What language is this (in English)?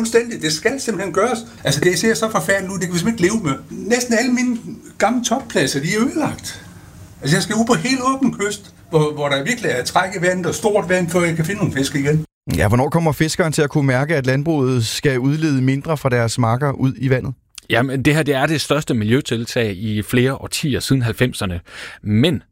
Danish